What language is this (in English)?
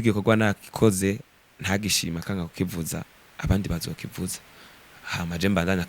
Rundi